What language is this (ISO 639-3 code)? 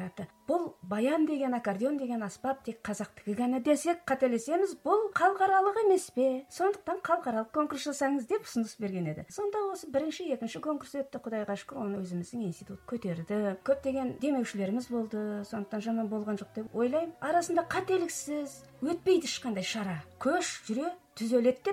kaz